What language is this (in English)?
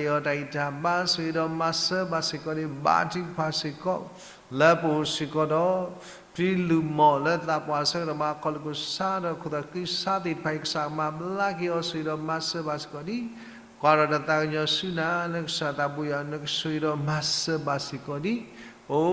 S'gaw Karen